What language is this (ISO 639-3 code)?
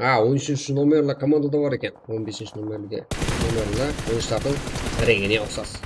kaa